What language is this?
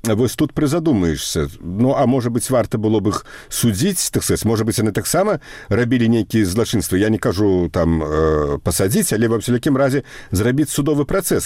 Belarusian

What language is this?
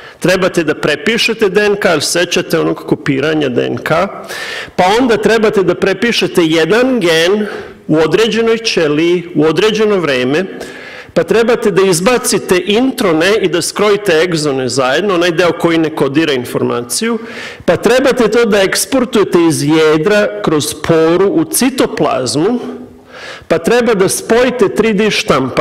Serbian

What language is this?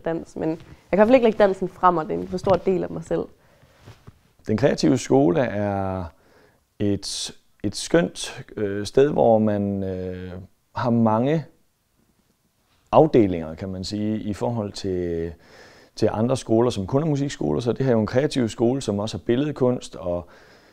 Danish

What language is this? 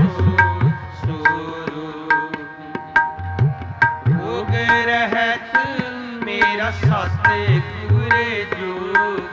Punjabi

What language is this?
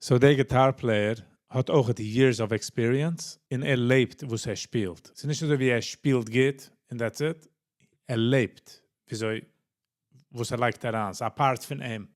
Yiddish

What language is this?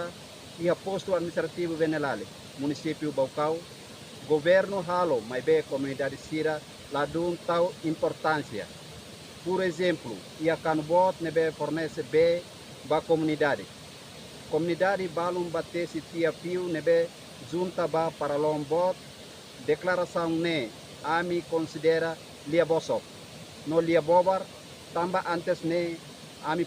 Tetum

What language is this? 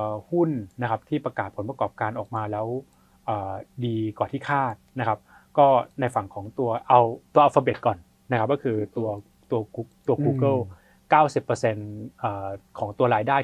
Thai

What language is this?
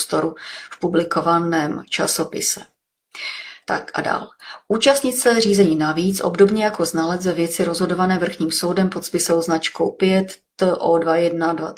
Czech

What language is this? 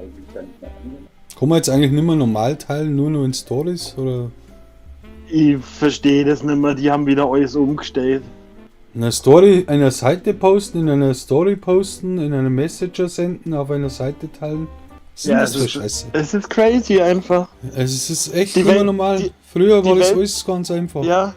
Bavarian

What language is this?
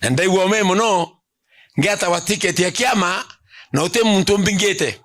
Meru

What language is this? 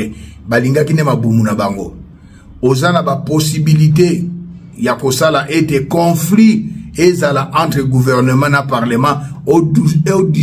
Lingala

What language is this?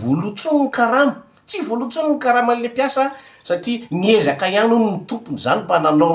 Malagasy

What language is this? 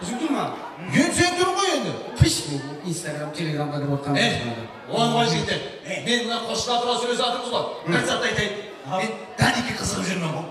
Kara-Kalpak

